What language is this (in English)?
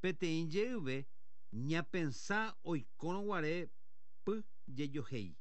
Guarani